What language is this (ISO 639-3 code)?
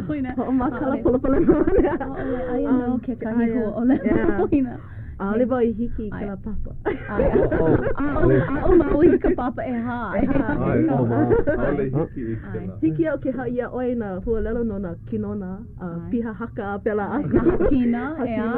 haw